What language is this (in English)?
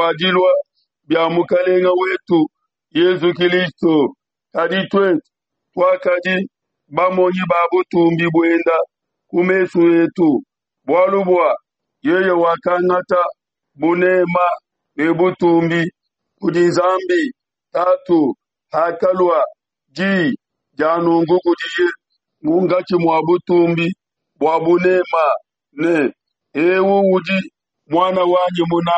Luba-Lulua